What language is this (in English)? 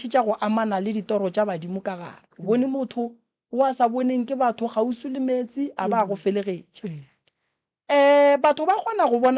Northern Sotho